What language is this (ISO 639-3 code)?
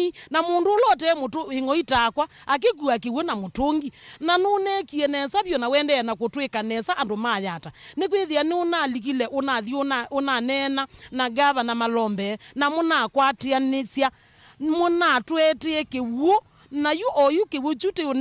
kam